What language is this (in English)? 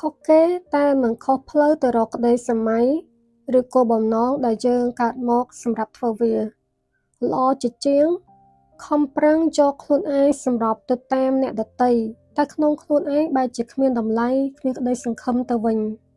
Khmer